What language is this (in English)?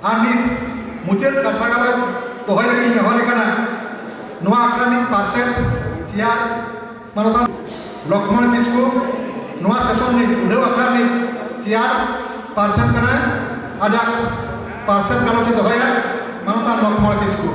Santali